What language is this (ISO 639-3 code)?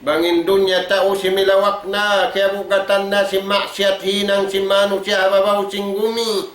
tsg